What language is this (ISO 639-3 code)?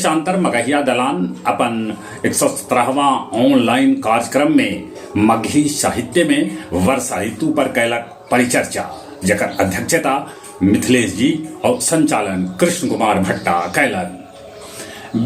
mag